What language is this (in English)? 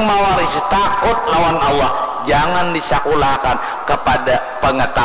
Banjar